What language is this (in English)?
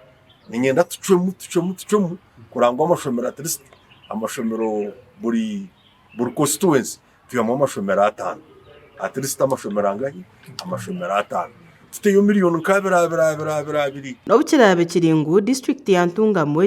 Nyankole